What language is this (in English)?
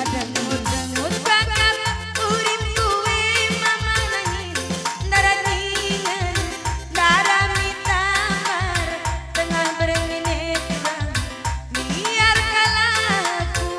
Batak Karo